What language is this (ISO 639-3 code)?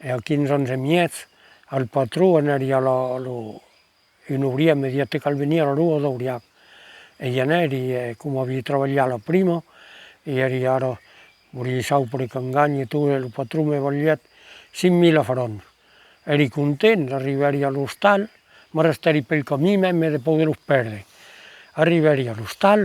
oci